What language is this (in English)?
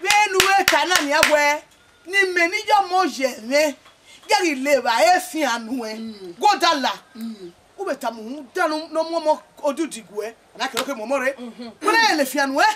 Bini